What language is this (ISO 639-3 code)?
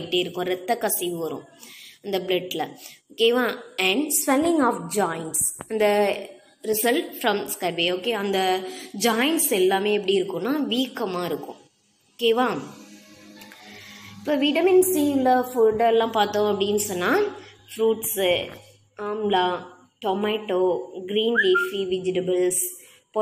tam